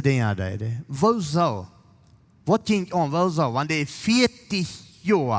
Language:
Plautdietsch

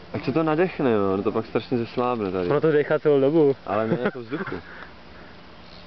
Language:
Czech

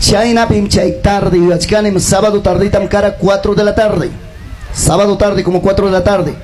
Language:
Ayacucho Quechua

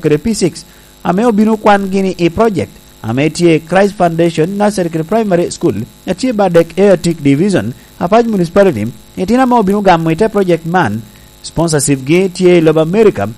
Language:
Lango (Uganda)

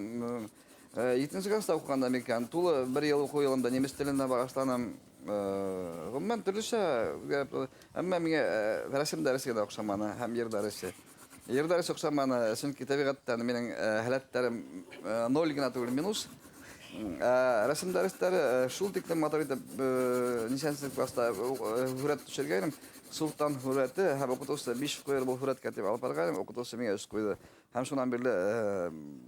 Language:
Bashkir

